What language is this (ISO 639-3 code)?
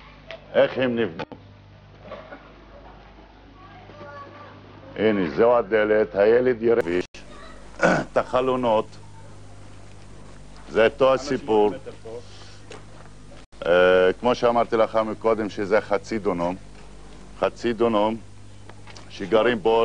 heb